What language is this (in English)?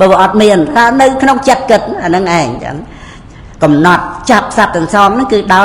Khmer